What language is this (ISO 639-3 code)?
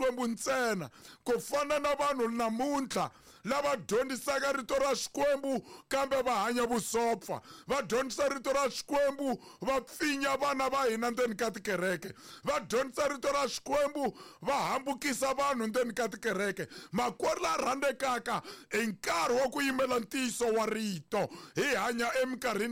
tso